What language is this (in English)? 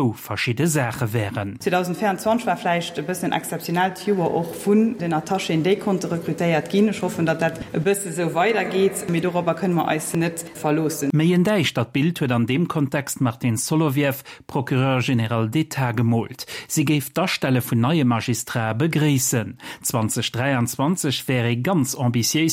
Luxembourgish